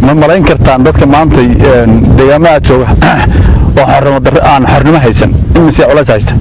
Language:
Somali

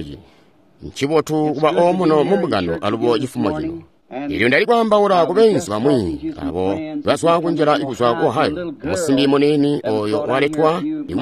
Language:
Tonga (Zambia)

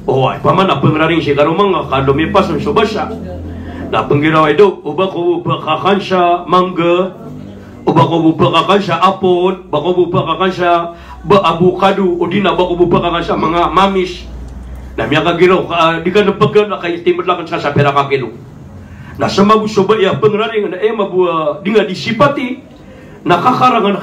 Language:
Maranao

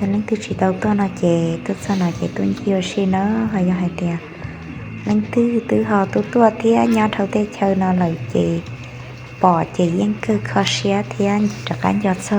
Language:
Hmong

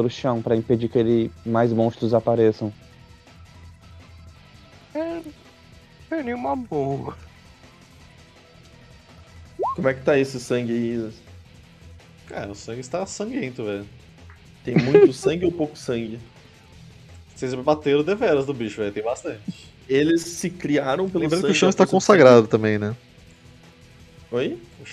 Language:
Portuguese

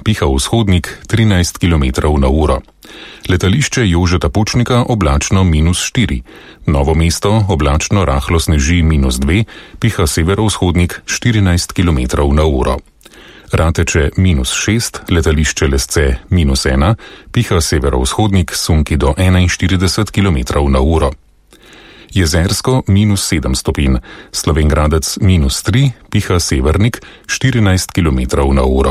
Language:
Slovenian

